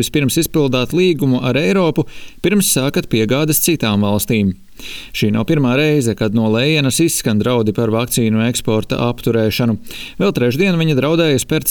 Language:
Latvian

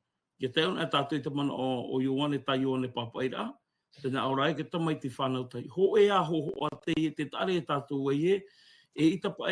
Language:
Tahitian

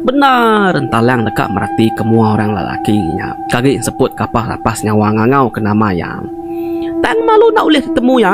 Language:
Iban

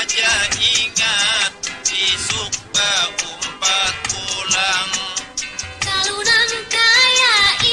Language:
Banjar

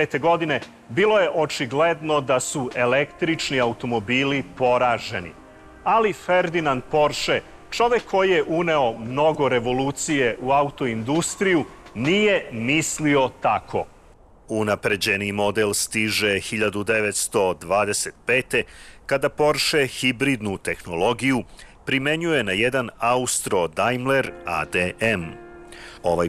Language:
Serbian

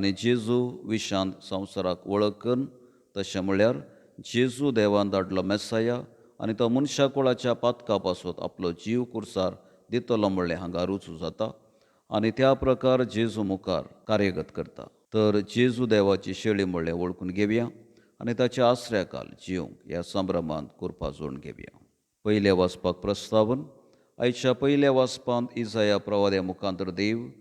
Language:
Konkani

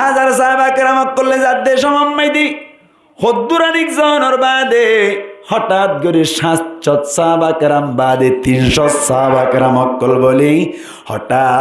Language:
Rohingya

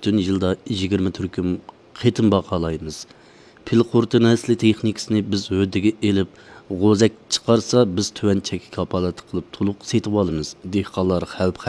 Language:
Uyghur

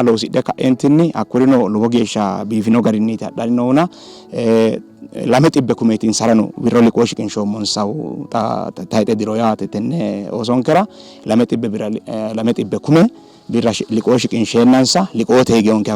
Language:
Sidamo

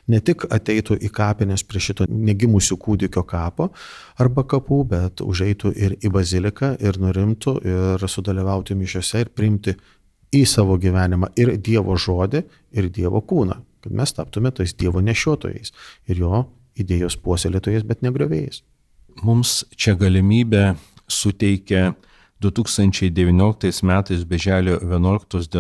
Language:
Lithuanian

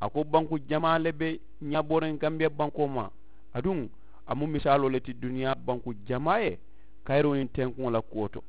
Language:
Mandingo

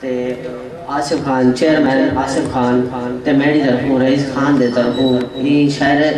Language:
Saraiki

